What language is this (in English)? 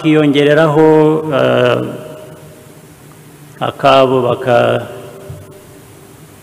Kinyarwanda